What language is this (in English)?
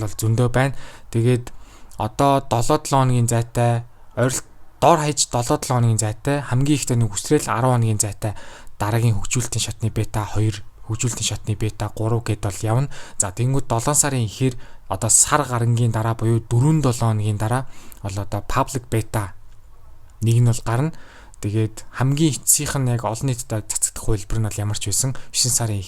Mongolian